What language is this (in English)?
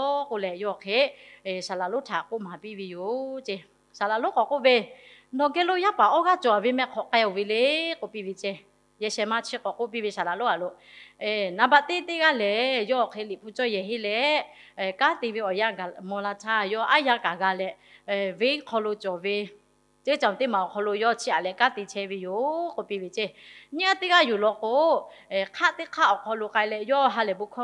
Lahu